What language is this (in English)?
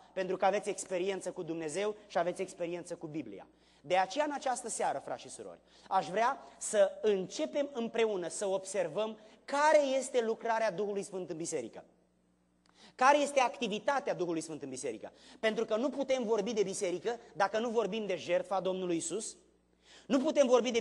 Romanian